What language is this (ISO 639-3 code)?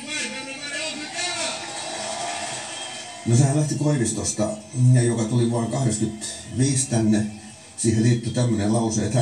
fin